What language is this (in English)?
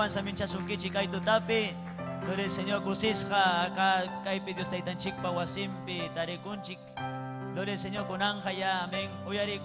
Ayacucho Quechua